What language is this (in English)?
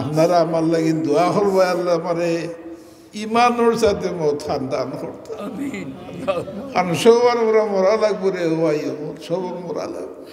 Sylheti